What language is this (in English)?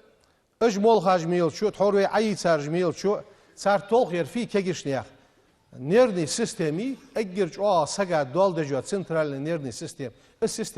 Ingush